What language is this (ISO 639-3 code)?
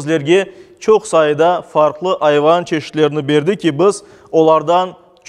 crh